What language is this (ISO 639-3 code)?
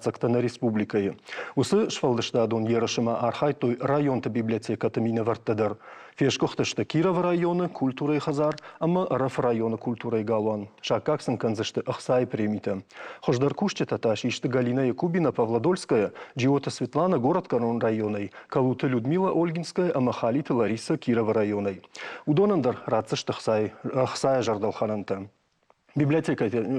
oss